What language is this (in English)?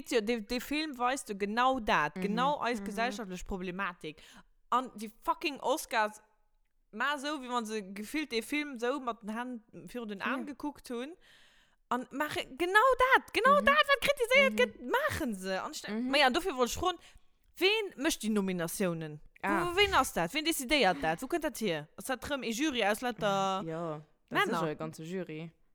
Luxembourgish